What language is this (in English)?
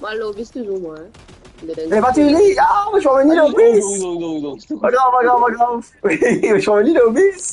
Morisyen